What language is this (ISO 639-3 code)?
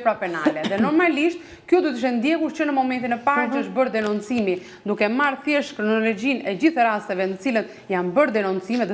sqi